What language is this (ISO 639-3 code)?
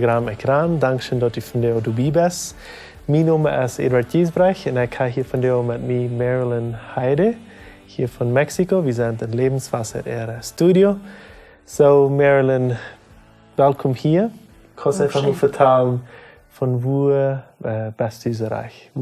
pdt